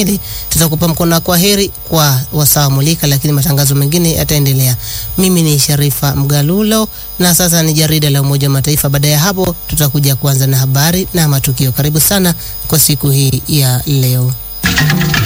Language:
Swahili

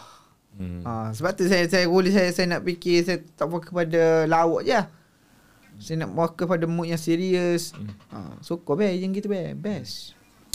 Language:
Malay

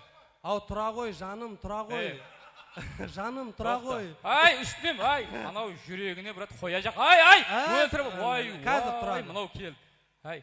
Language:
Kara-Kalpak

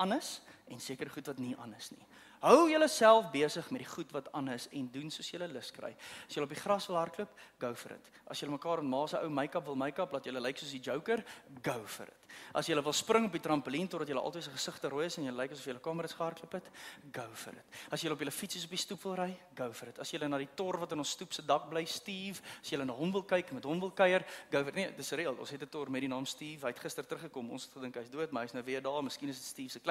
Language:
Afrikaans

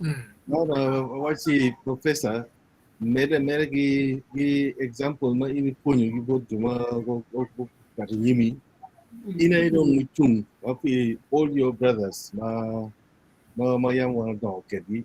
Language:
Acoli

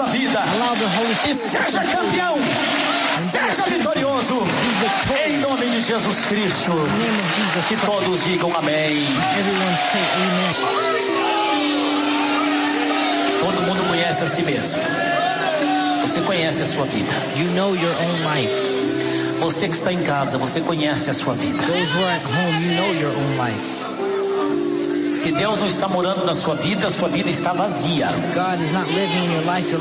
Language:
Portuguese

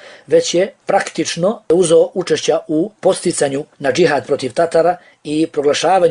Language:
Bosnian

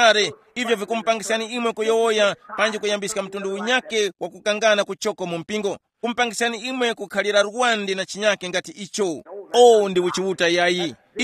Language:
Tumbuka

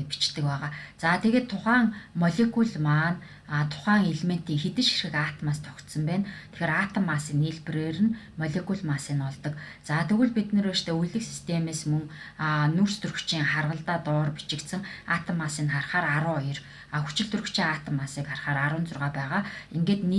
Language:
Mongolian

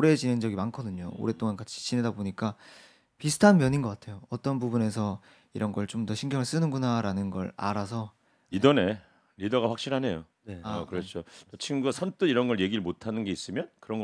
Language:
Korean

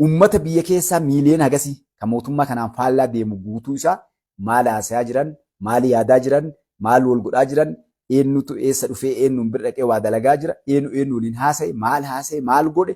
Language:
Oromo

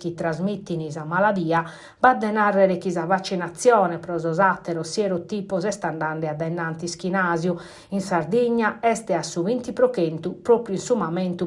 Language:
Sardinian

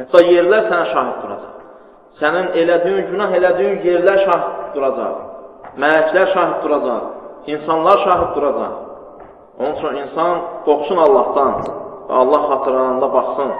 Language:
Azerbaijani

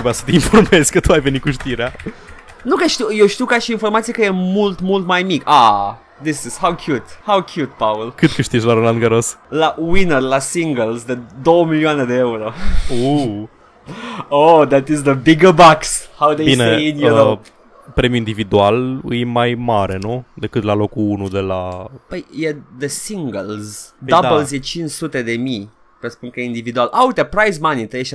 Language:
Romanian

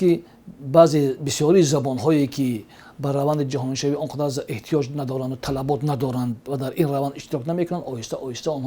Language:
Tajik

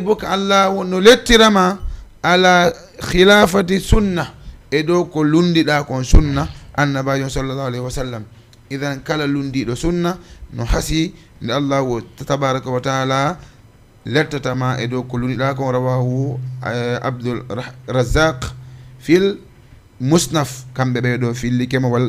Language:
Fula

